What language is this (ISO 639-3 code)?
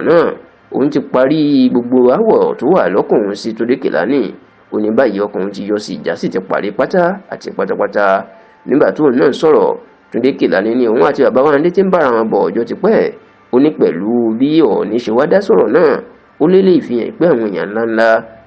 yor